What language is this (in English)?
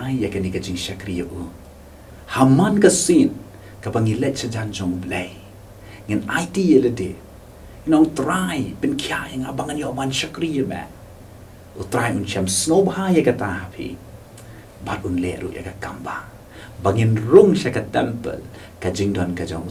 Khasi